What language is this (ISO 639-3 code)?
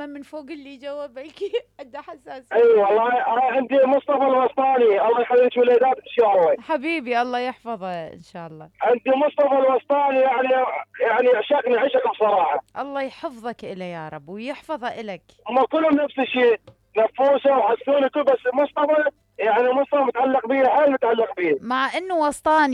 acm